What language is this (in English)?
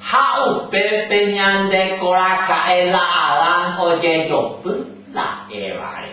Guarani